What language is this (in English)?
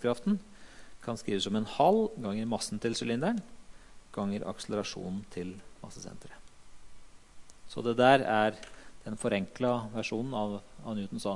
Norwegian